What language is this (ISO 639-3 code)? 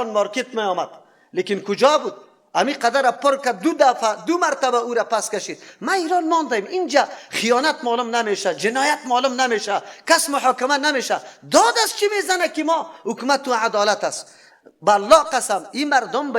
fas